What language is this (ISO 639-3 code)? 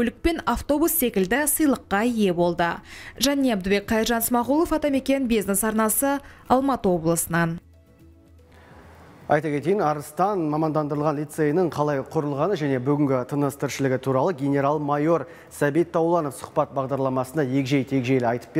kaz